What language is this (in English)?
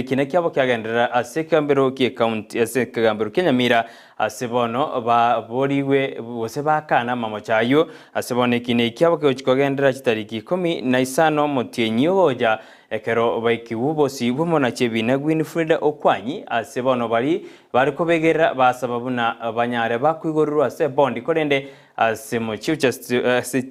Gusii